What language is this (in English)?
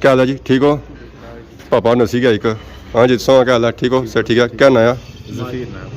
Pahari-Potwari